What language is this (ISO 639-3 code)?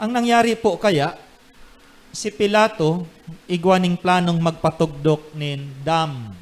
bik